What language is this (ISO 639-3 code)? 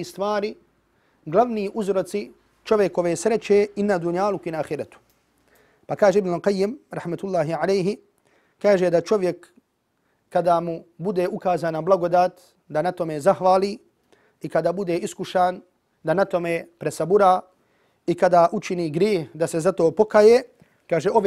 bos